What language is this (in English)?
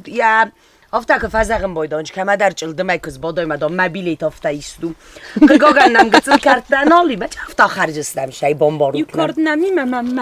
Ossetic